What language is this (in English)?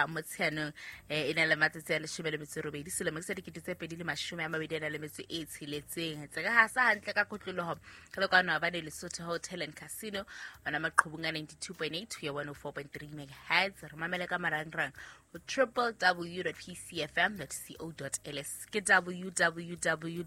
Southern Sotho